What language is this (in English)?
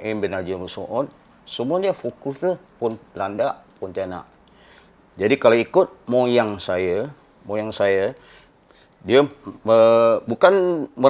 Banjar